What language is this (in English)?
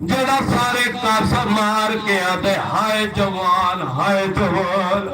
Saraiki